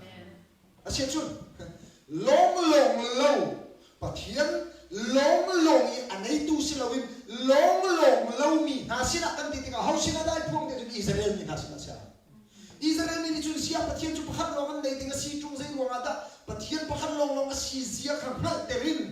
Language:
Hakha Chin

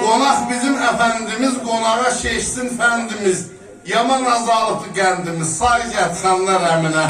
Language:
South Azerbaijani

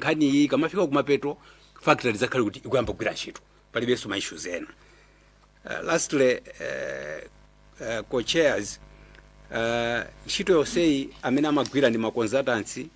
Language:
Nyanja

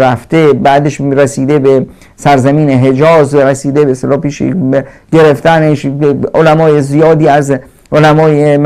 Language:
Persian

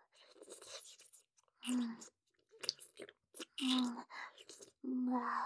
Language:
Japanese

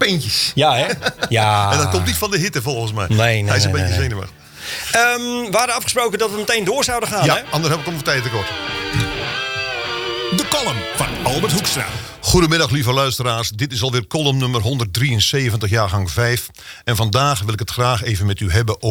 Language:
Dutch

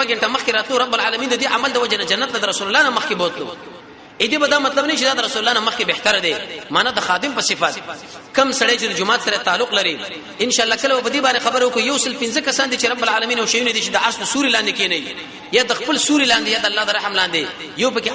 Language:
Pashto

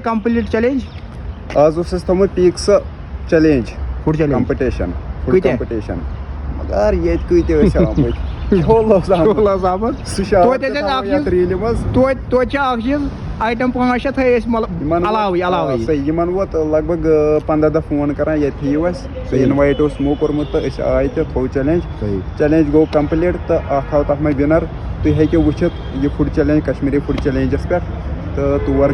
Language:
Kashmiri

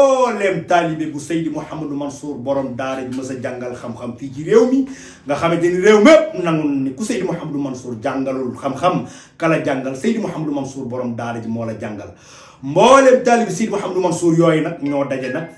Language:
Wolof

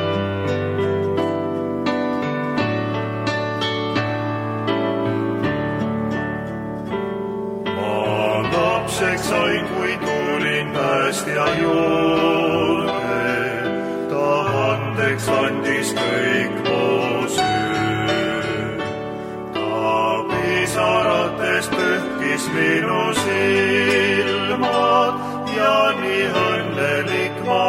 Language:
Estonian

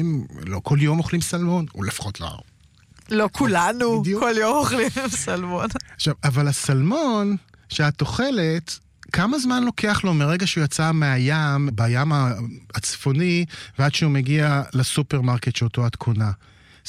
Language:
Hebrew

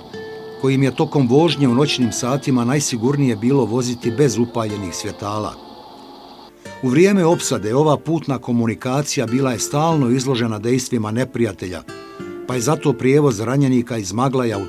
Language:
Bosnian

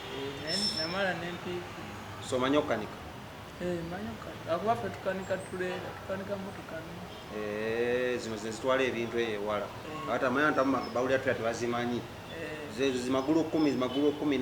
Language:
Ganda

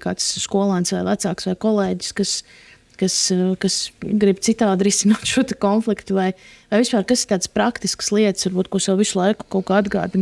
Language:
Latvian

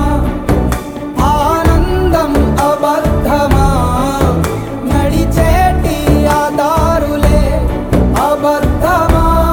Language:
Telugu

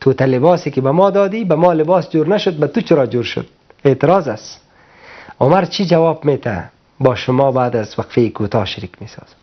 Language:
Persian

